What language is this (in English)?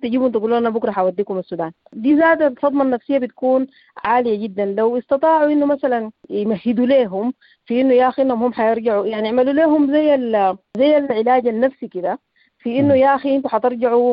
Sudanese Arabic